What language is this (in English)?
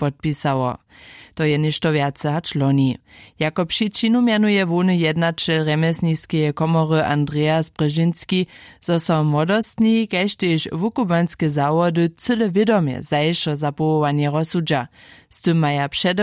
Upper Sorbian